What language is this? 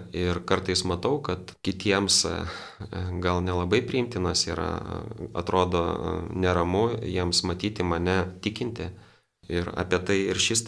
Lithuanian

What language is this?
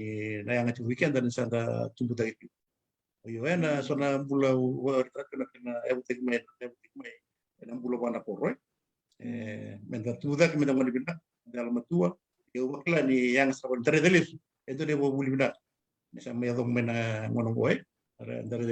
Fijian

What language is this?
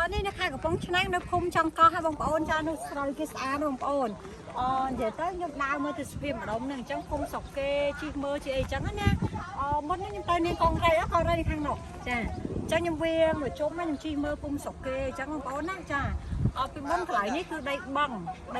Khmer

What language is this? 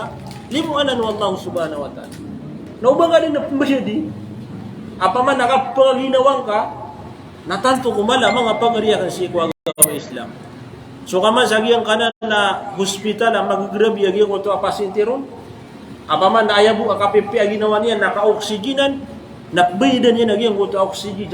Maranao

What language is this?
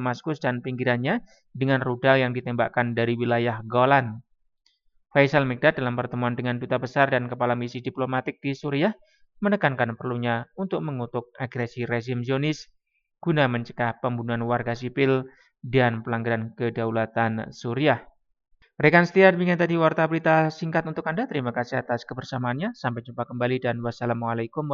Indonesian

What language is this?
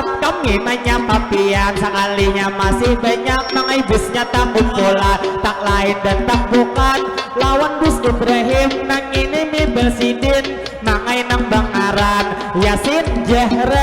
Banjar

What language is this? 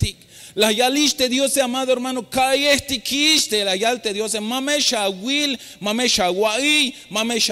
Tzeltal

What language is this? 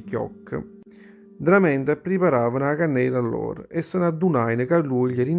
Neapolitan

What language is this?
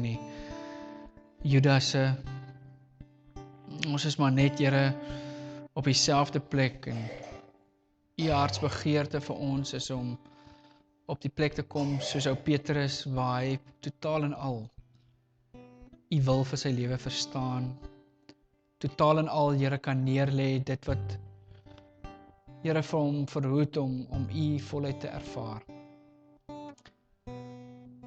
Afrikaans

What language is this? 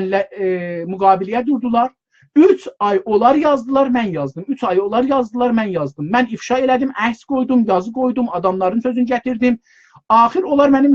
South Azerbaijani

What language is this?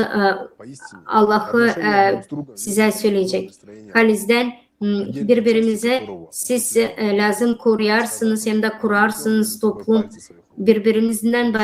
Gagauz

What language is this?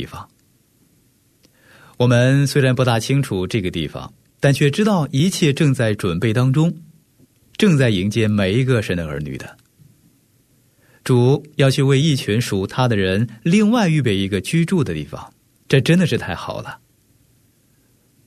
Chinese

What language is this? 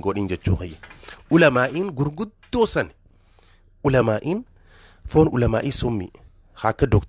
Oromo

